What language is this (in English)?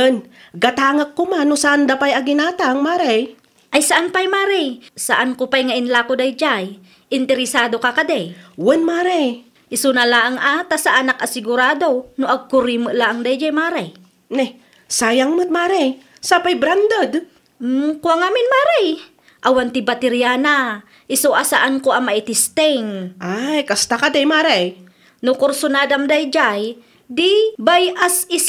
Iloko